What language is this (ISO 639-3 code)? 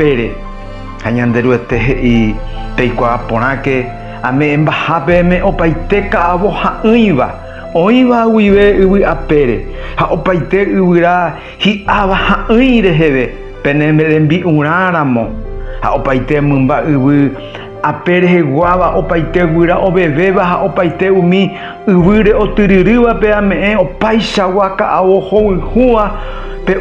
grn